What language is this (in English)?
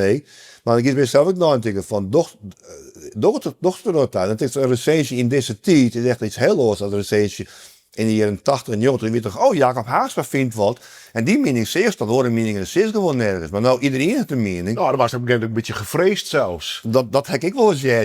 Western Frisian